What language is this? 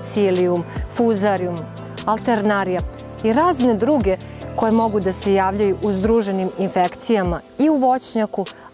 Serbian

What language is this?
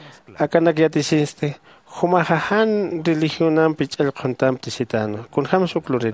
Aymara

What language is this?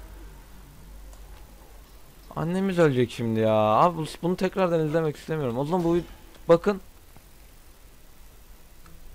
Turkish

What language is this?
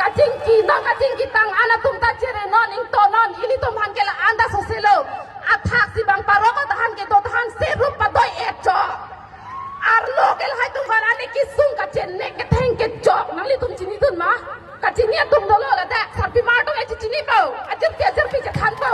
Karbi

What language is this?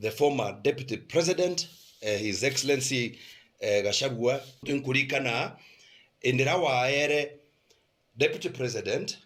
Meru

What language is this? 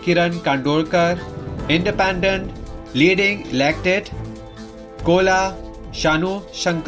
Konkani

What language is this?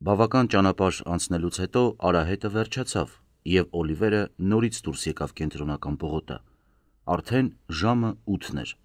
Armenian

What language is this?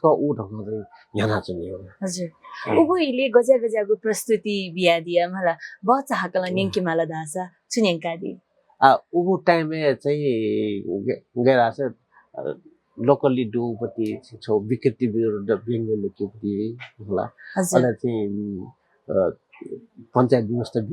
Newari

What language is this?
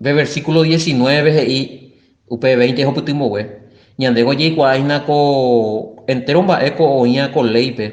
Guarani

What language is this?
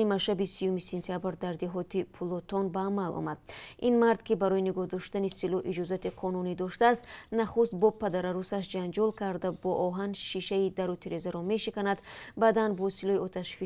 Tajik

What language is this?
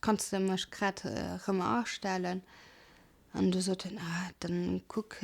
Luxembourgish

